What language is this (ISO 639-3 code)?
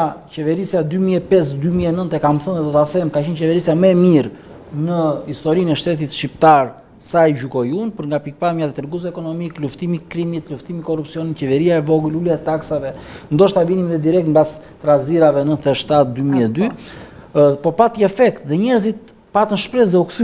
sqi